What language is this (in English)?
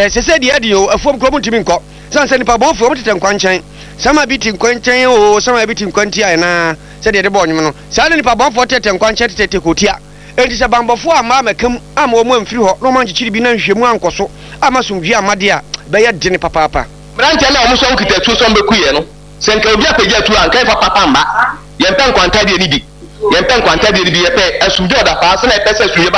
Akan